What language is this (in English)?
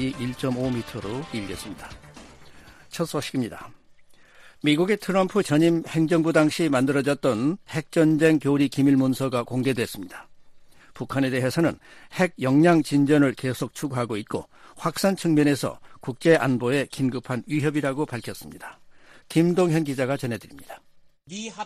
Korean